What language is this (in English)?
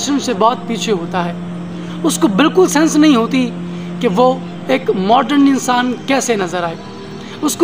Urdu